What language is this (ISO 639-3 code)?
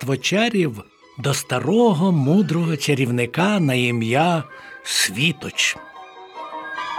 ukr